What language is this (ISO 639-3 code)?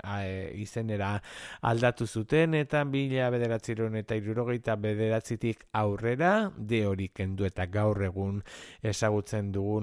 eus